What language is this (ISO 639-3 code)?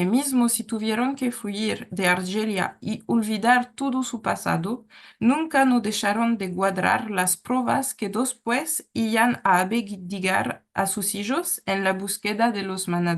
lad